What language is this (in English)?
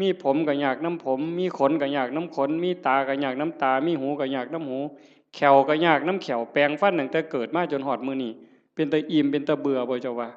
Northeastern Thai